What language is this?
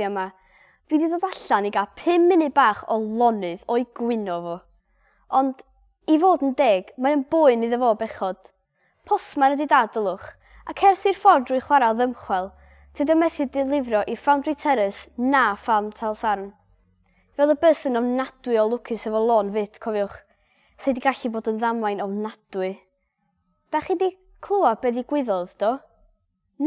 Welsh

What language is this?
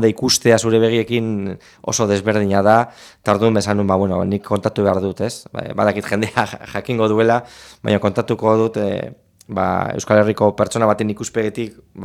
Basque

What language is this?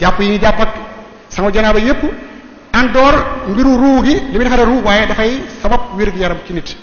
Wolof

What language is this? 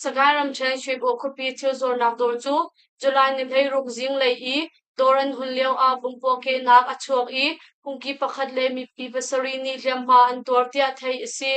Hakha Chin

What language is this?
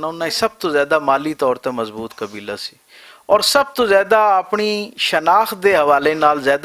Western Panjabi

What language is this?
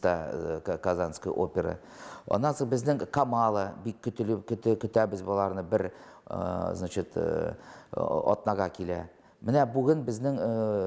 Tatar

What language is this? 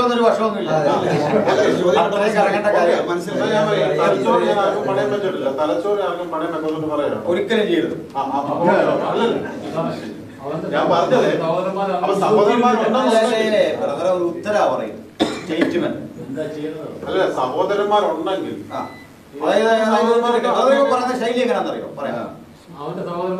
Malayalam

